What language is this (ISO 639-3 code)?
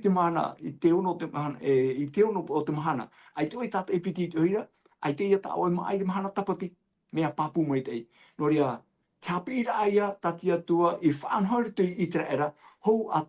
tah